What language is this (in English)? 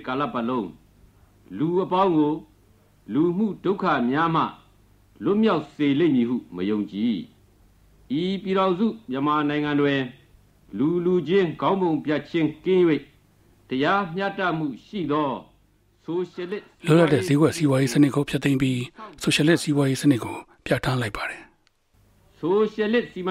Burmese